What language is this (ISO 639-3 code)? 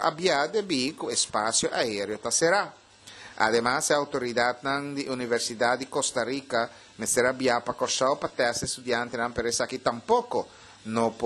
pap